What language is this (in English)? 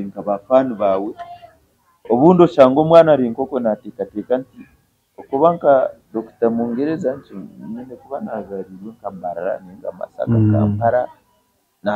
Nyankole